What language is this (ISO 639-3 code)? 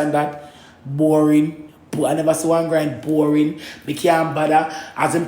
jam